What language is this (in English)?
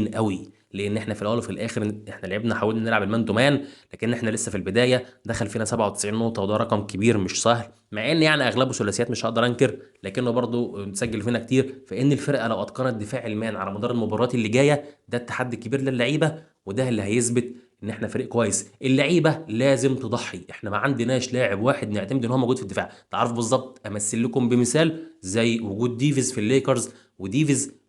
Egyptian Arabic